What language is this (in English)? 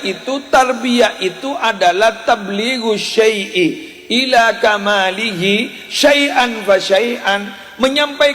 Madurese